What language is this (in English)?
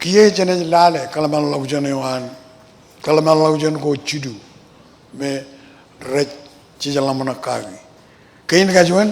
Marshallese